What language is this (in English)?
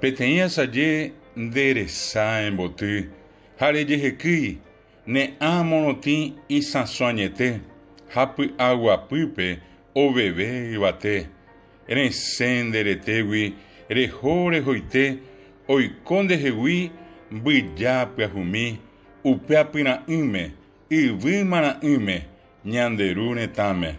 Guarani